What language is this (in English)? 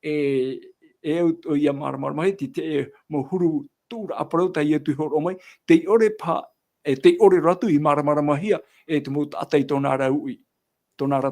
Tahitian